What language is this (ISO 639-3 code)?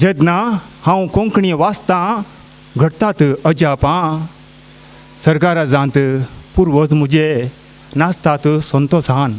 kok